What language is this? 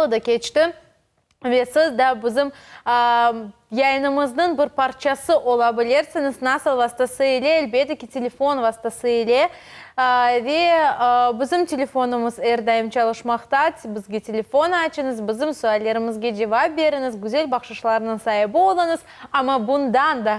Crimean Tatar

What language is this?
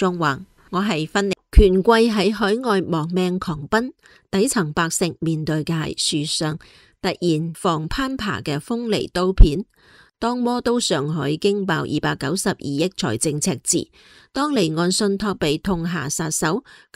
Cantonese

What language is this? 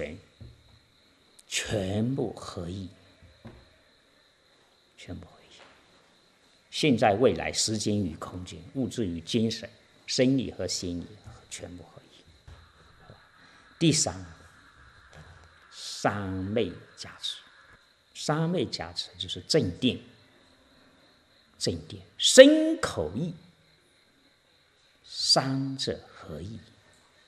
Chinese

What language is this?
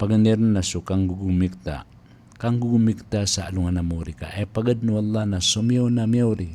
Maranao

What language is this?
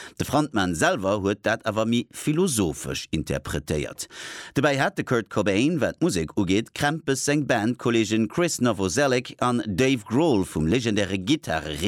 Luxembourgish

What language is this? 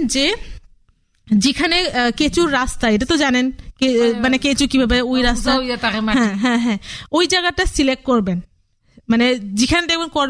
Bangla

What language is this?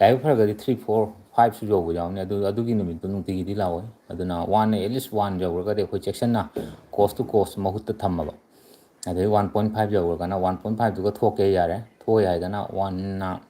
Manipuri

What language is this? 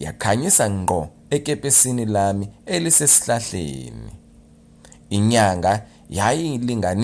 Zulu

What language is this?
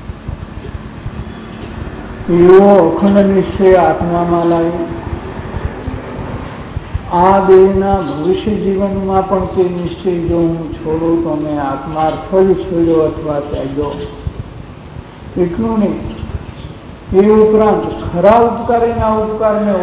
Gujarati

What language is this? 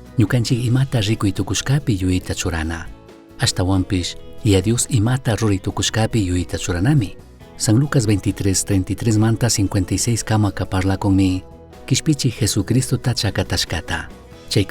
Chimborazo Highland Quichua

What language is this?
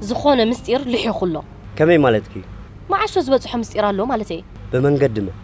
Tigrinya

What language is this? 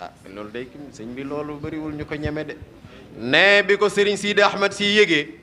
Wolof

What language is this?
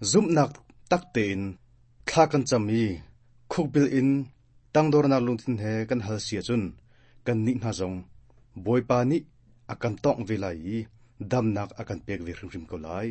Hakha Chin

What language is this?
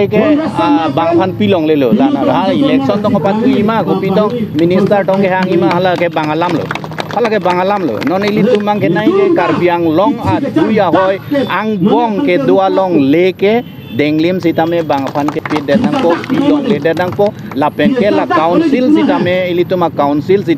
Karbi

